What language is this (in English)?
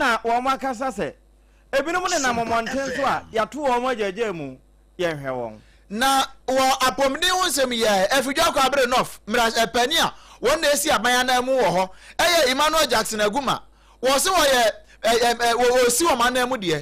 Akan